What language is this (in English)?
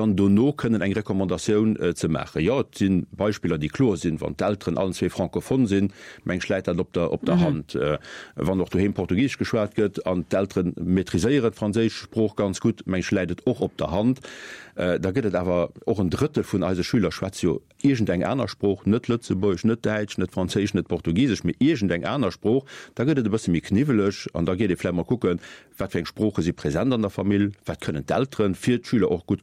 Luxembourgish